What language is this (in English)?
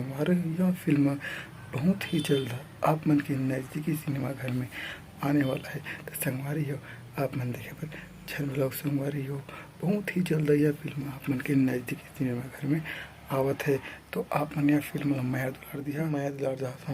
Chhattisgarhi